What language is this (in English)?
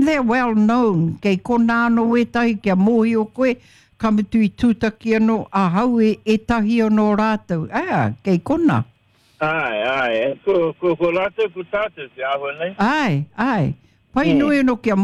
Māori